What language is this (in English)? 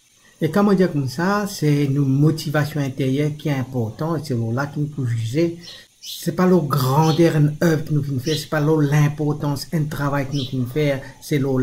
Morisyen